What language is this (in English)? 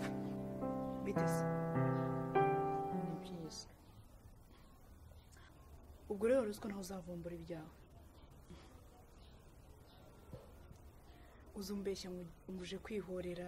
Kinyarwanda